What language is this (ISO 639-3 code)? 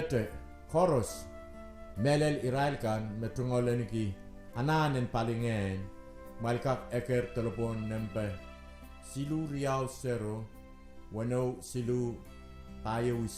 pon